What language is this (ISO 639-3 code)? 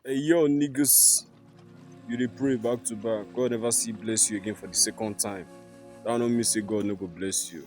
pcm